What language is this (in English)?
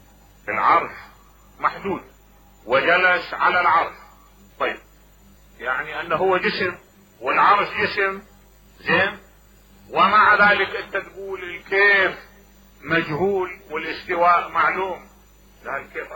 Mesopotamian Arabic